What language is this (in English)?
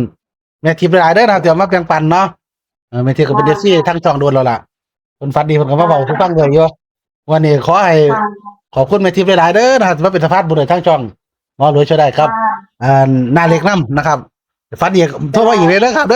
Northeastern Thai